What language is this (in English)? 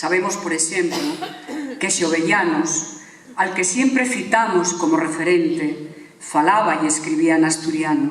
Asturian